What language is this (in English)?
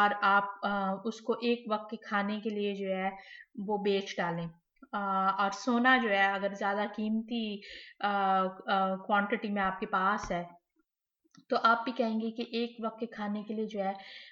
Hindi